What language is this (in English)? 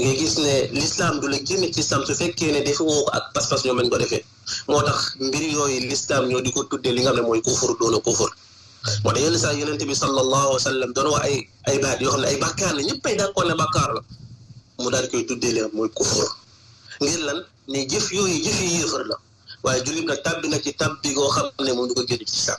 Wolof